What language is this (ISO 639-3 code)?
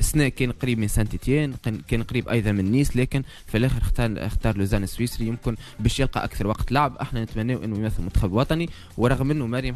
aeb